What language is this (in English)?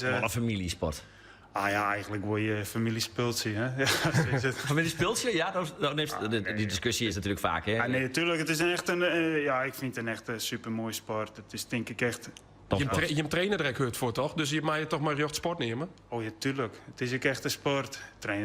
Western Frisian